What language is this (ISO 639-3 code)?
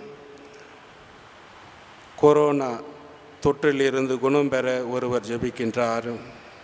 tam